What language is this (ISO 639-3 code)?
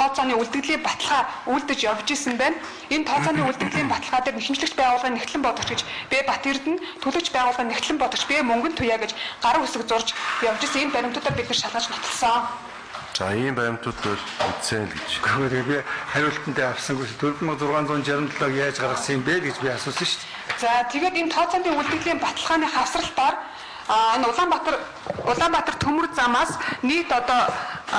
mon